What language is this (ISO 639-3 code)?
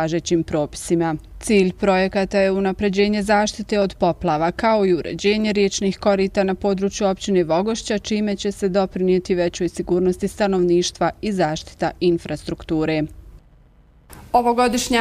bos